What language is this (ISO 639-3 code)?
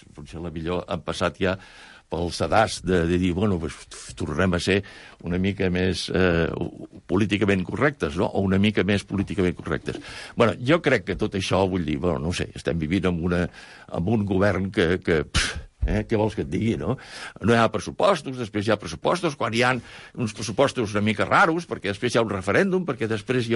cat